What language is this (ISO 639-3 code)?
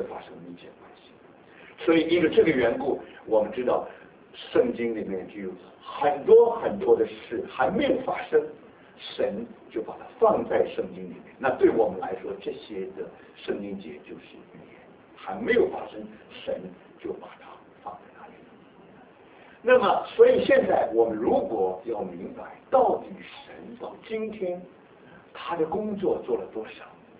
zho